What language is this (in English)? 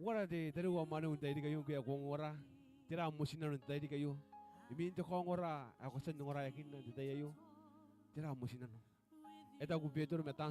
Gilbertese